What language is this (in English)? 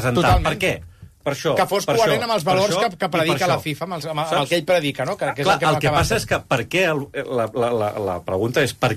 Catalan